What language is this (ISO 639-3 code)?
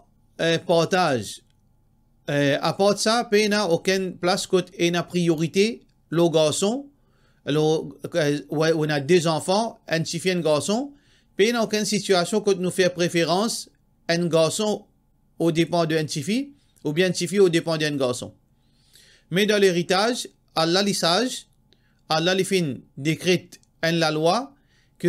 mfe